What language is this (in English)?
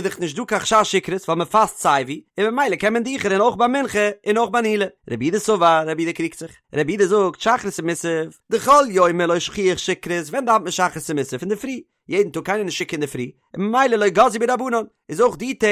Yiddish